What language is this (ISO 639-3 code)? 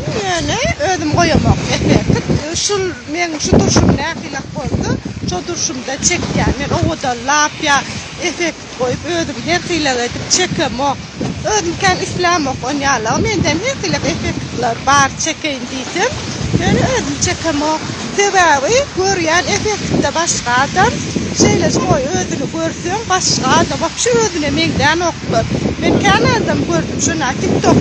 tuk